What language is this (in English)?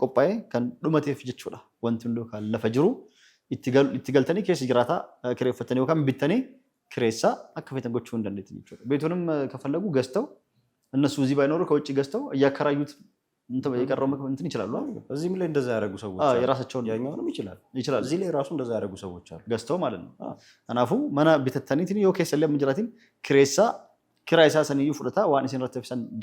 Oromo